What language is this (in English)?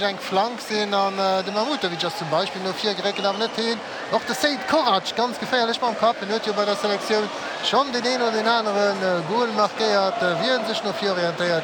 Luxembourgish